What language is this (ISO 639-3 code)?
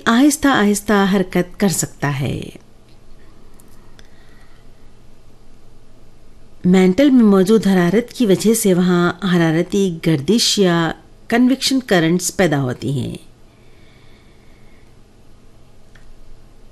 urd